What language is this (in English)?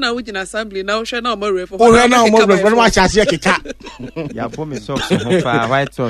Akan